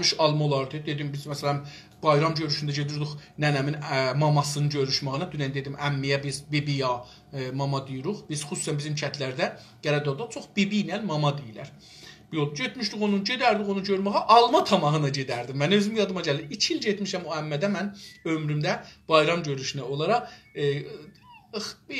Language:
South Azerbaijani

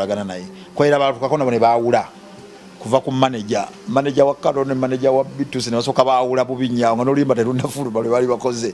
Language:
Ganda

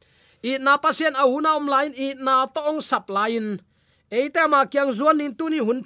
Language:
Tedim Chin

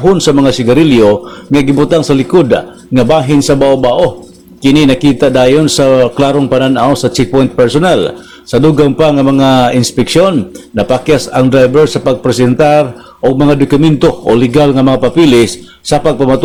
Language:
Cebuano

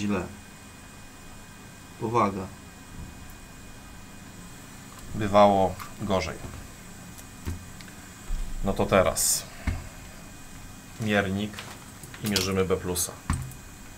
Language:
Polish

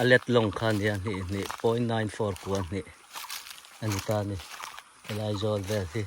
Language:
Mizo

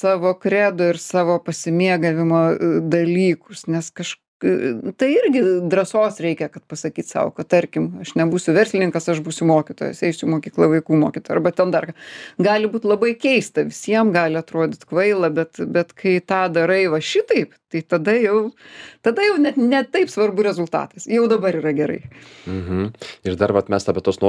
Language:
Lithuanian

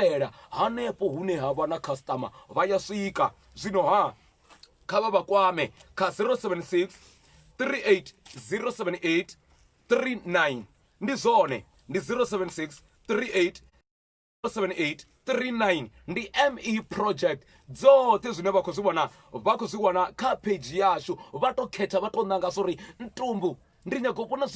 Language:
Venda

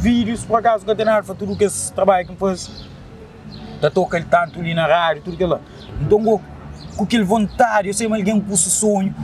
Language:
Kabuverdianu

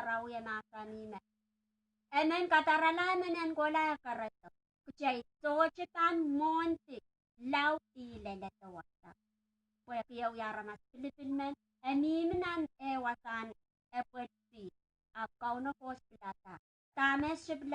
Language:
Pohnpeian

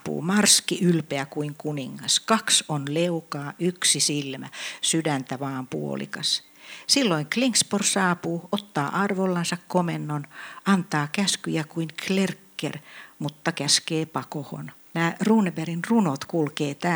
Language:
Finnish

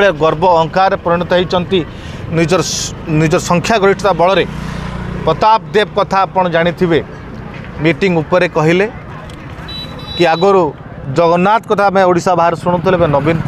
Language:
Odia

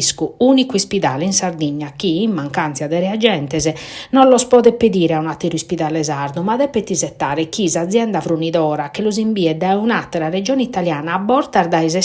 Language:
Sardinian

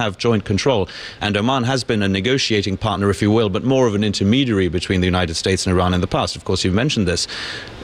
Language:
English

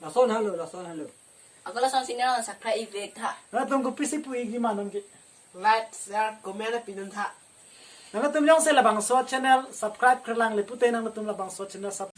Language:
Karbi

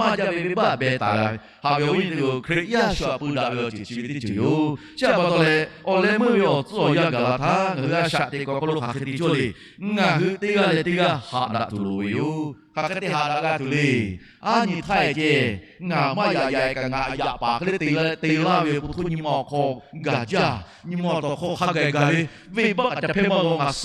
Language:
Lahu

